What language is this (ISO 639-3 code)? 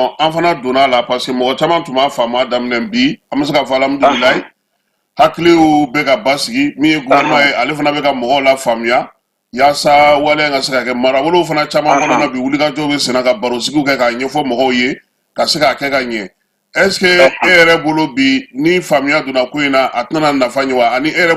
bam